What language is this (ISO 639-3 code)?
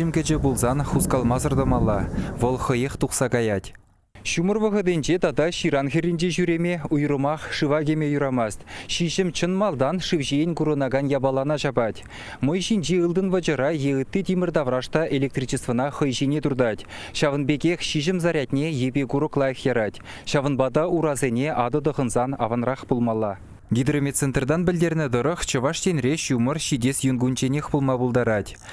chv